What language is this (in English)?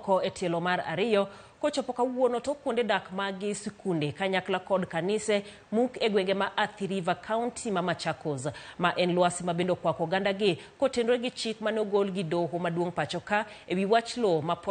Luo (Kenya and Tanzania)